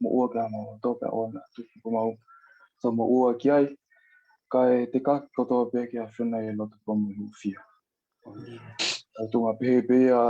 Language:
Tongan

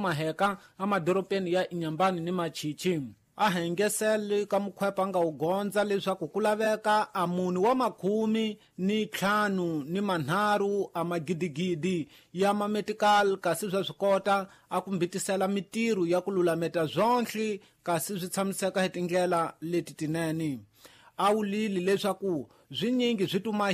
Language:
Tsonga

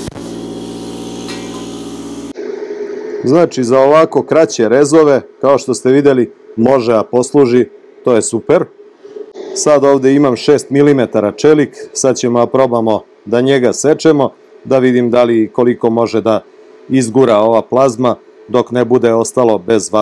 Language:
Serbian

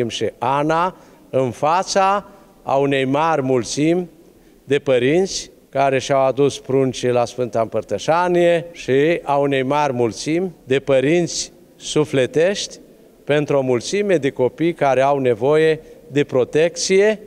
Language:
Romanian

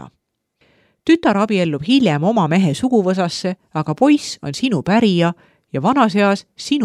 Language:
Estonian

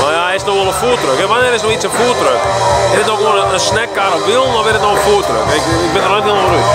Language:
Western Frisian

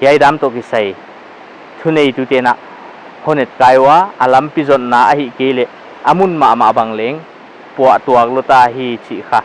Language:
Paite Chin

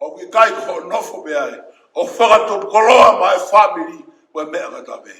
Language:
Tongan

